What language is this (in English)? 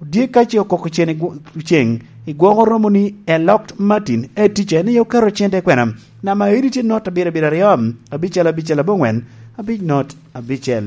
Lango (Uganda)